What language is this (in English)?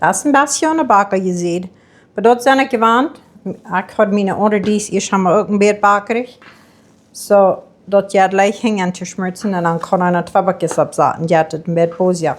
Plautdietsch